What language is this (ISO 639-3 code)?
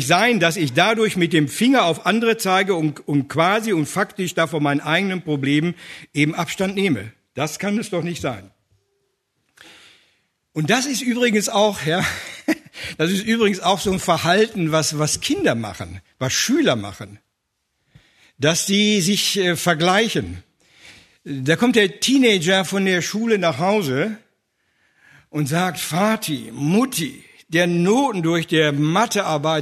deu